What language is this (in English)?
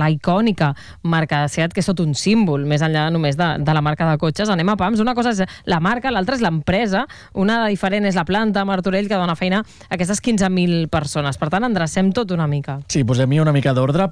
Catalan